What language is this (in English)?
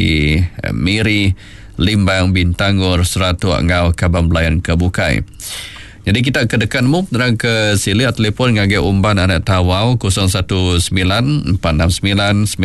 Iban